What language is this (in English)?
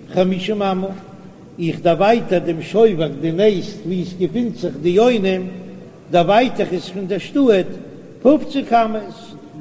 Yiddish